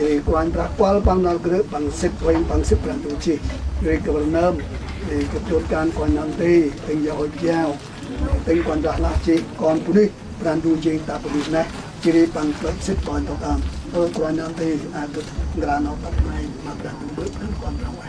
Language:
Central Mnong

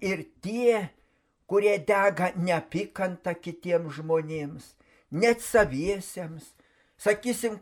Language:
Lithuanian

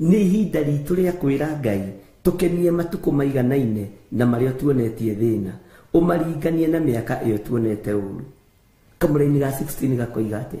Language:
Kikuyu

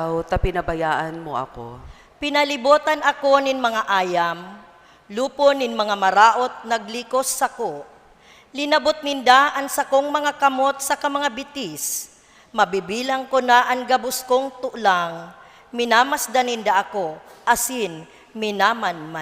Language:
Bikol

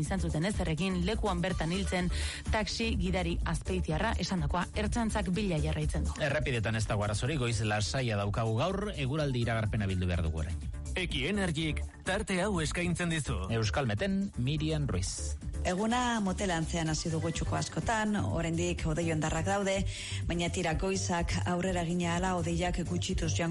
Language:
Basque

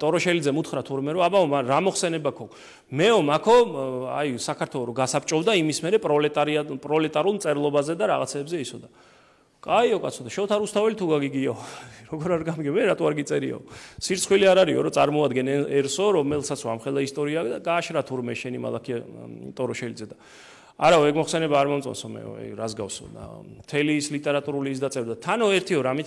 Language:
Georgian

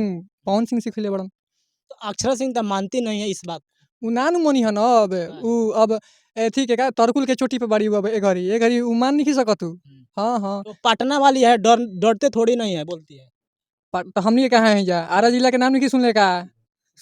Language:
Bhojpuri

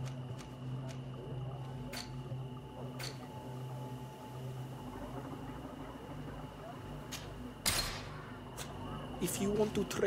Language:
English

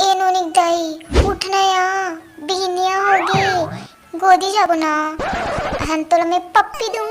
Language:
Chhattisgarhi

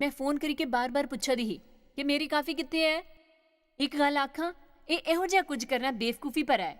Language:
Dogri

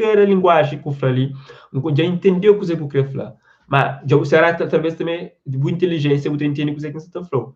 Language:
Kabuverdianu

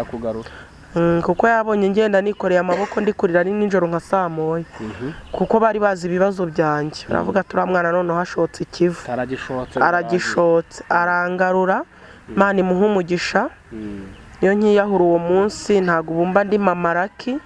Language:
Kinyarwanda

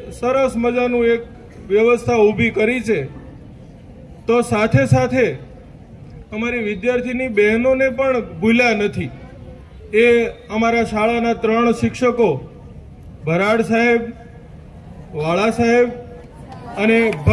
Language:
Gujarati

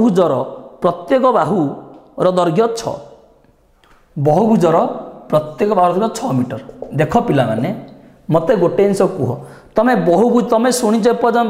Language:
Odia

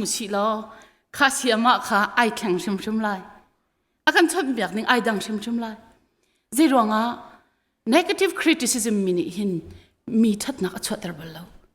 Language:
Hakha Chin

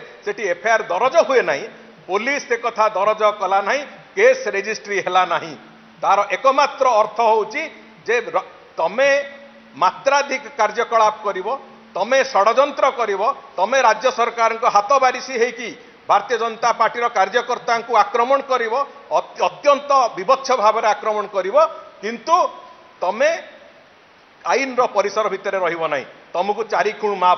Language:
Odia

